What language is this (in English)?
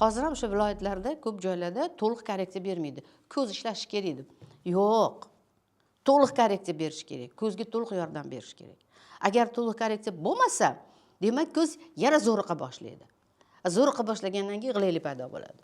Uzbek